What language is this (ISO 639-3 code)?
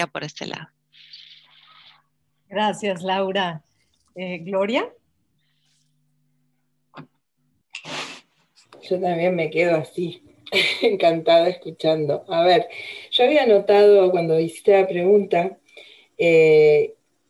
spa